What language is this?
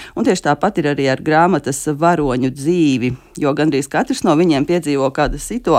Latvian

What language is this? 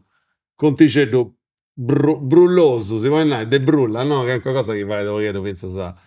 Sardinian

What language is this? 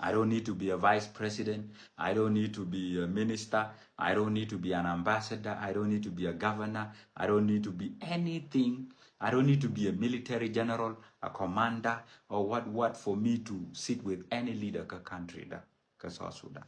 Nuer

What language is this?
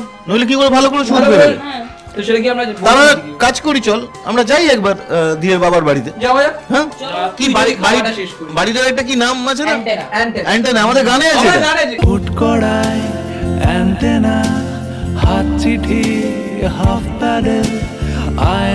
Bangla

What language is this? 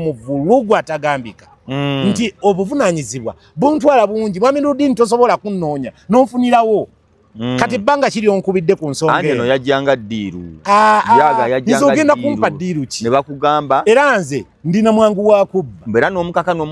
Ganda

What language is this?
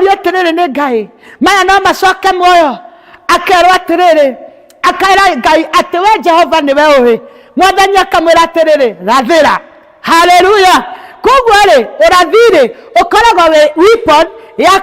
Kikuyu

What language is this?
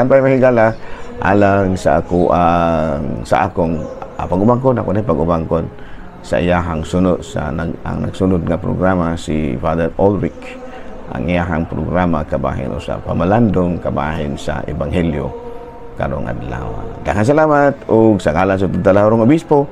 Cebuano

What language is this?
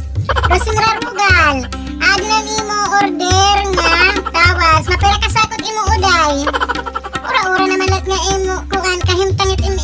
Waray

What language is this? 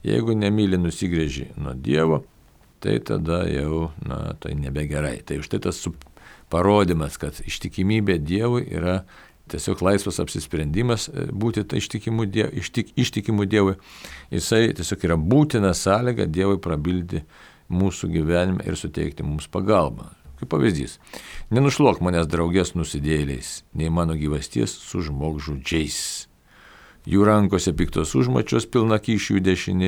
Lithuanian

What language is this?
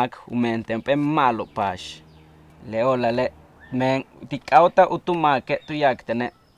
Yucateco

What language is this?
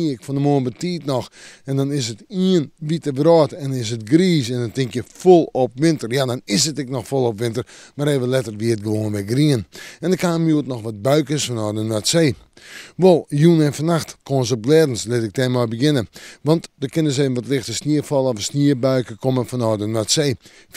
Western Frisian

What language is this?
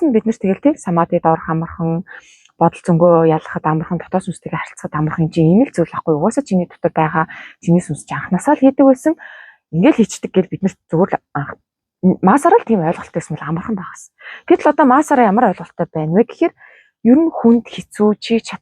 Mongolian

